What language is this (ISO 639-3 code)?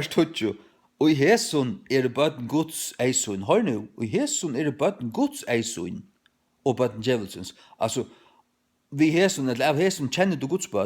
fao